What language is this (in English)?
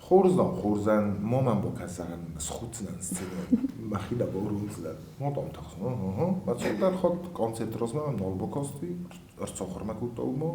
Ossetic